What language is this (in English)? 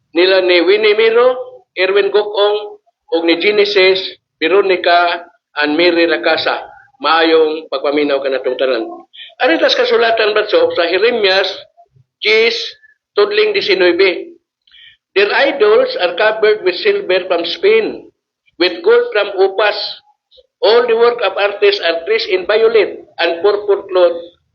Cebuano